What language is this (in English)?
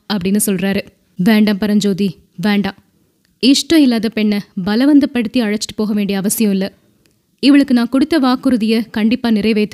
Tamil